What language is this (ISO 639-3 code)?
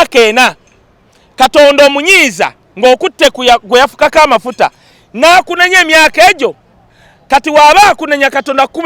lug